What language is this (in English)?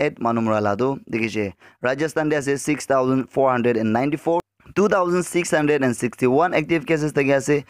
Naga Pidgin